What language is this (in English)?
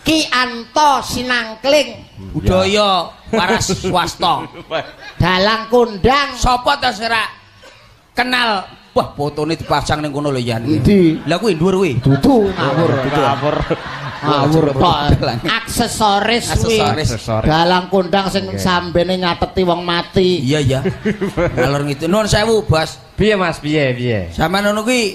Javanese